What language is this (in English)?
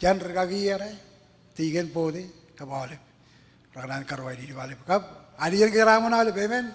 Marshallese